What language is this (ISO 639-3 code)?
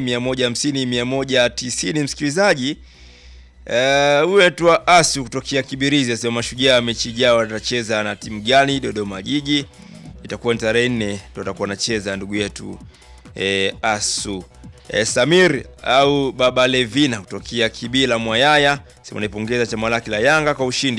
swa